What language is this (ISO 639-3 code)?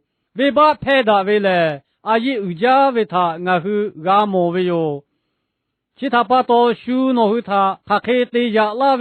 lhu